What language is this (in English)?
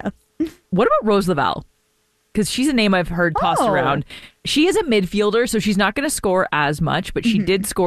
English